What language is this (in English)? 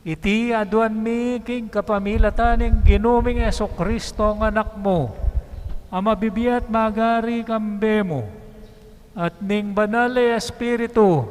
Pampanga